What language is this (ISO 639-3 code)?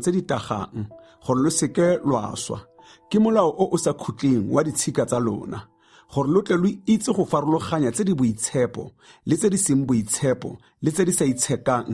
tsn